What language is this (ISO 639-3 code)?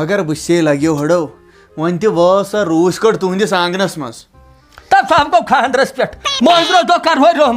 kas